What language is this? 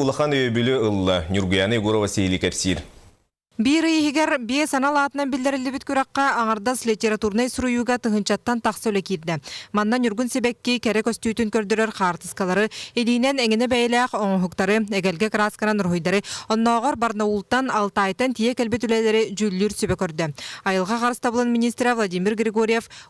Yakut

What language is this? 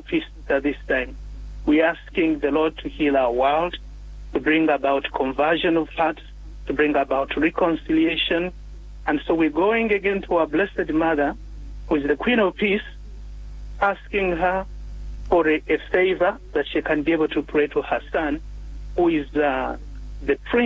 English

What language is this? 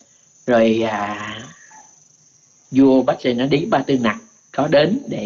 Vietnamese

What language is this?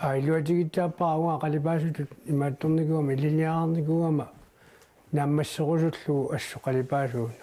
Kalaallisut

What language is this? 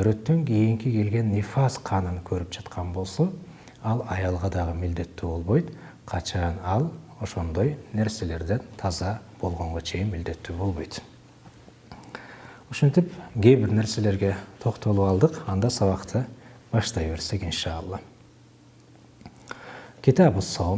Kyrgyz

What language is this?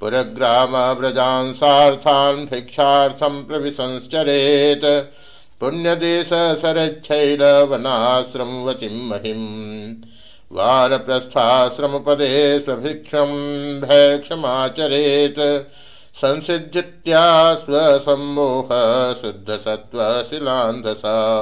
Sanskrit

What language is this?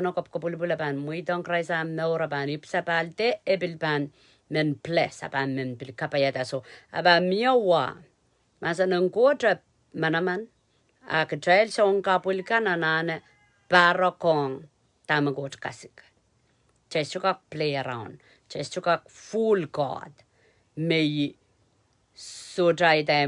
Pohnpeian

